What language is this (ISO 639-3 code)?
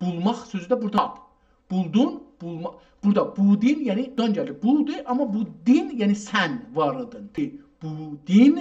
azb